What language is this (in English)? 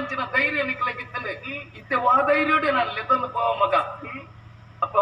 Tulu